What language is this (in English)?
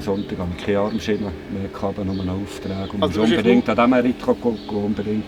Swiss German